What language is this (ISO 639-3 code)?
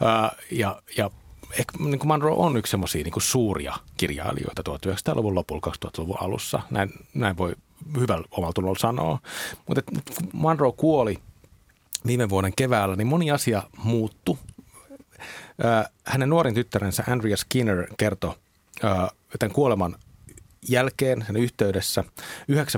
fin